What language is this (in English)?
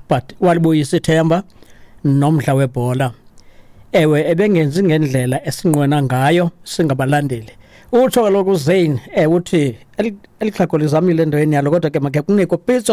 Xhosa